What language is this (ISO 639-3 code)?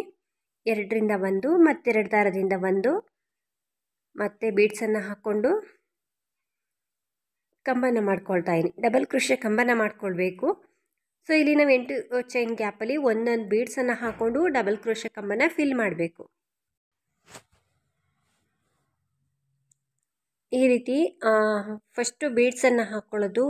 kan